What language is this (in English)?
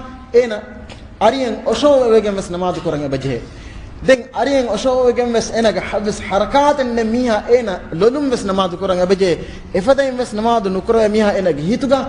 Divehi